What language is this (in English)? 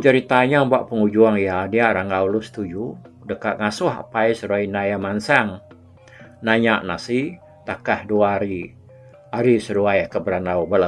Iban